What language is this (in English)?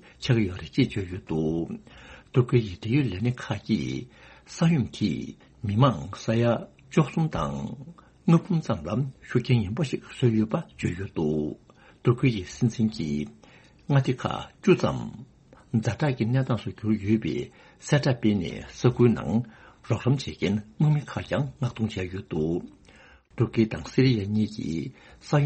Tibetan